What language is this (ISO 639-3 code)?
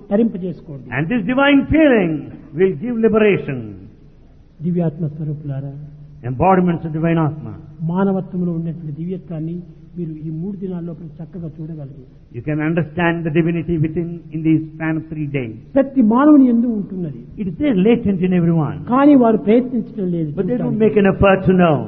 tel